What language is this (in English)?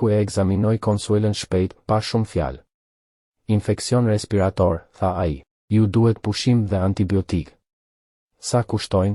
Albanian